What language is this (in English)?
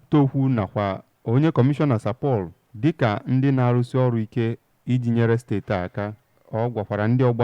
Igbo